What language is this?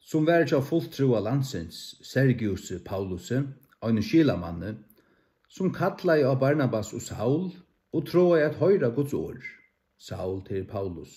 Faroese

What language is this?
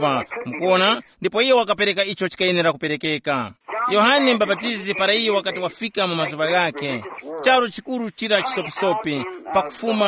Tumbuka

